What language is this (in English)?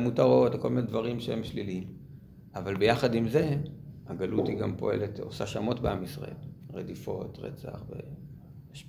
Hebrew